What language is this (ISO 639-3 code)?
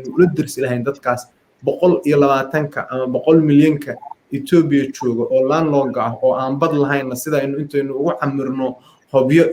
som